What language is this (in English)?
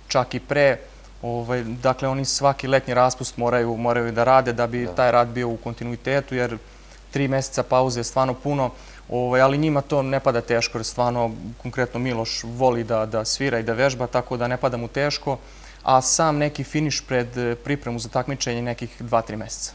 Serbian